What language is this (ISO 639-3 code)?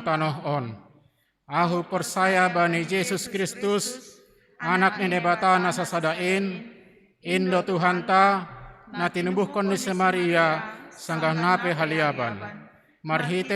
bts